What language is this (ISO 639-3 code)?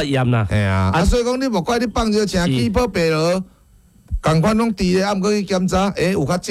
nan